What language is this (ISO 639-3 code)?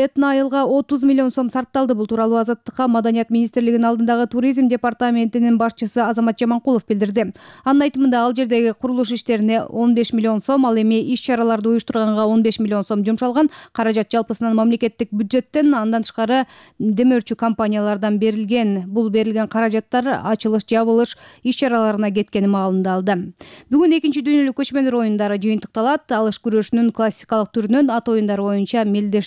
kir